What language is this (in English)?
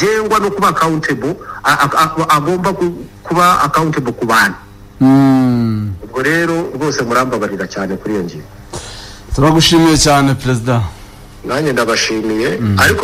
Kinyarwanda